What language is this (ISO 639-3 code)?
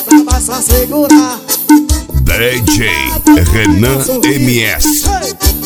por